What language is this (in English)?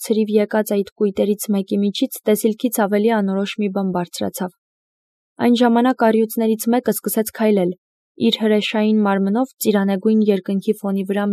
Armenian